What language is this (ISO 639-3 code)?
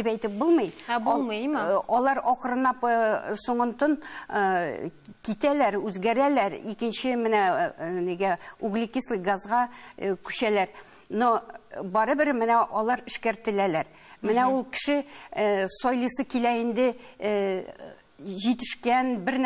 tat